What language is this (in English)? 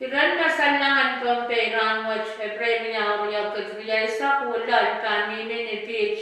Pohnpeian